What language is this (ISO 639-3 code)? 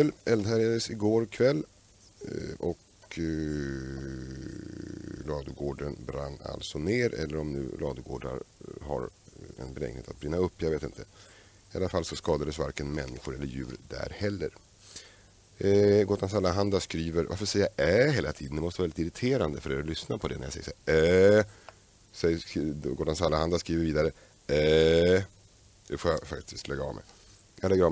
swe